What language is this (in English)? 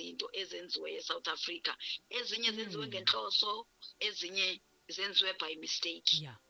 Zulu